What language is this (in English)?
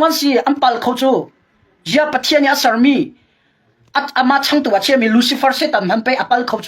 Hakha Chin